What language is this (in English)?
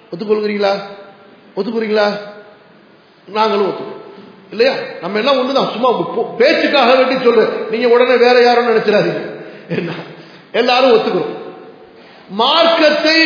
Tamil